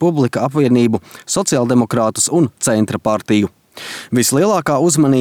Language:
Latvian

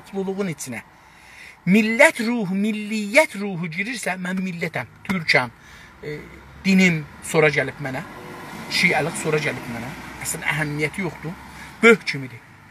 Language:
South Azerbaijani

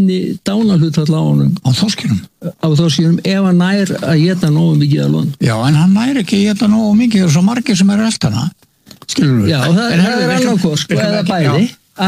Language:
Icelandic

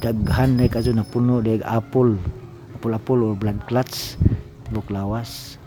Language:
Cebuano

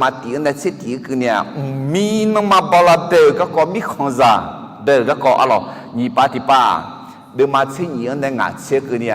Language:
Akha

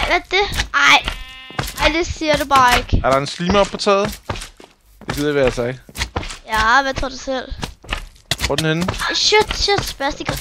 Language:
Danish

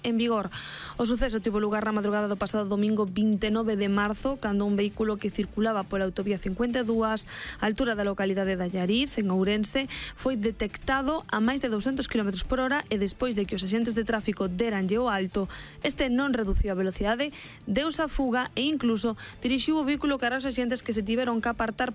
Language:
Galician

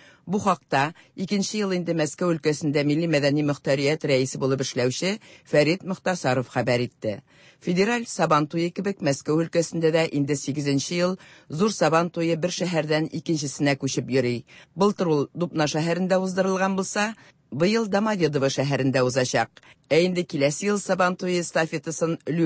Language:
Tatar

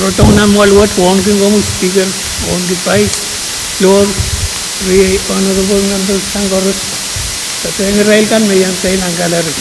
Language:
Pohnpeian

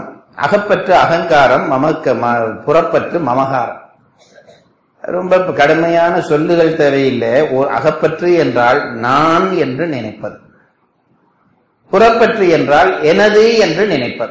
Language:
Tamil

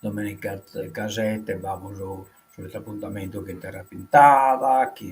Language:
Sardinian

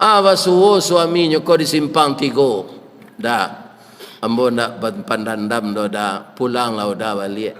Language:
Minangkabau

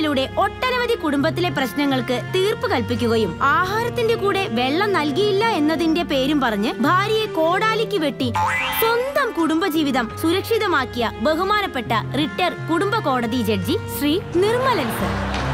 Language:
Malayalam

